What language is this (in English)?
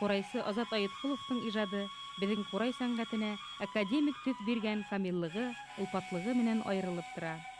Bashkir